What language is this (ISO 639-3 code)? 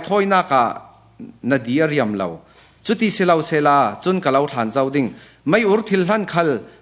cfm